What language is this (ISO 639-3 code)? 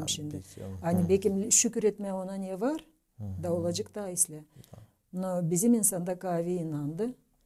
gag